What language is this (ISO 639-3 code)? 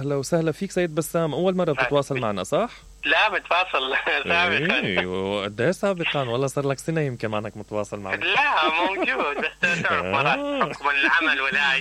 acm